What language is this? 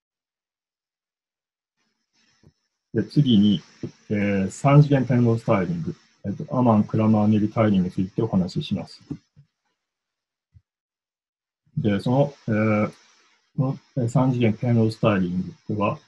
Japanese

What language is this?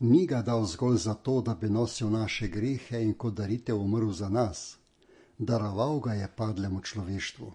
Slovenian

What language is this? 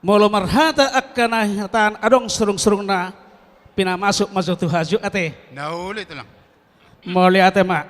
Batak Toba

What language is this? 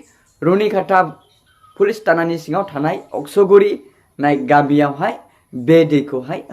Bodo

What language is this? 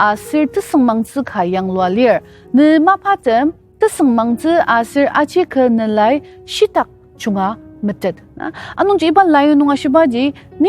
Ao Naga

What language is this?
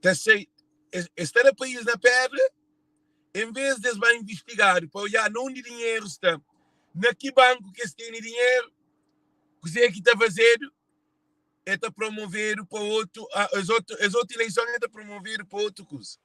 Kabuverdianu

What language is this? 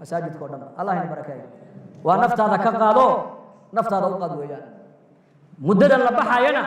Somali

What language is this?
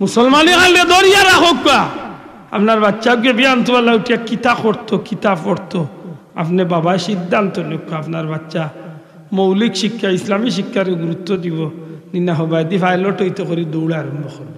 Sylheti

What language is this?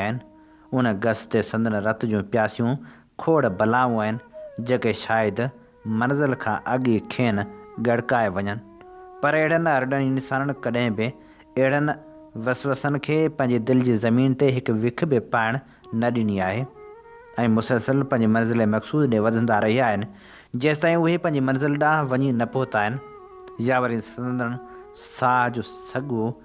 Sindhi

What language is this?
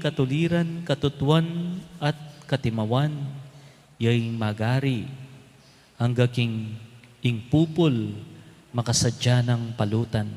Pampanga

